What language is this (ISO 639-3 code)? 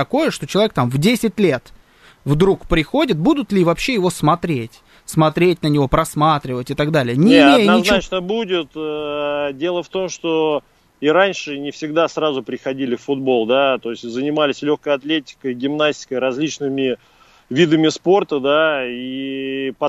rus